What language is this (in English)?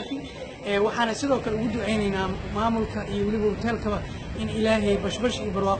Somali